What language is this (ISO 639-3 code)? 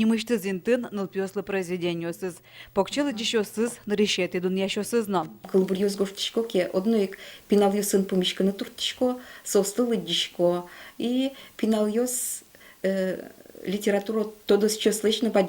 udm